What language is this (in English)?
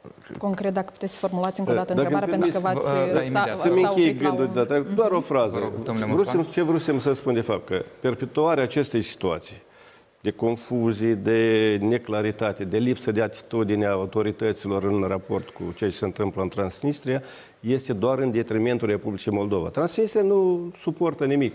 Romanian